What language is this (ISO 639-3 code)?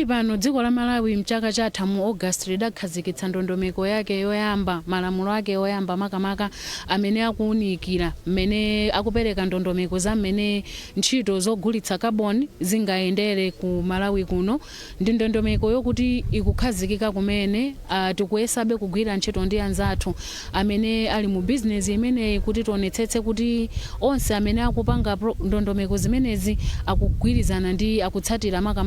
nya